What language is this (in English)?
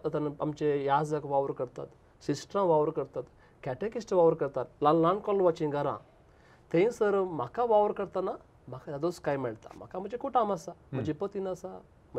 Konkani